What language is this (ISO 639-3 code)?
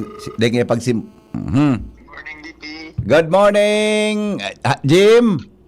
bik